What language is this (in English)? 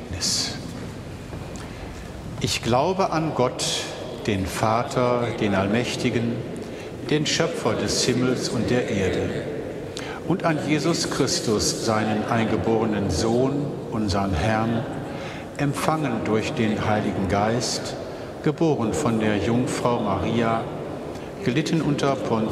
German